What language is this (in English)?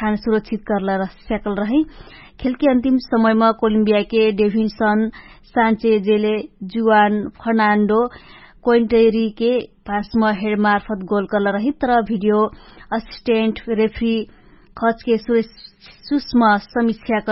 Dangaura Tharu